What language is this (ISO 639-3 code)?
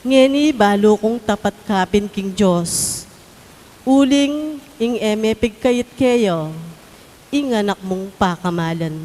pam